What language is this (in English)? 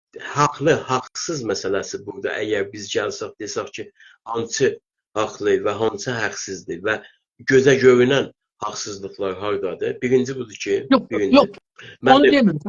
South Azerbaijani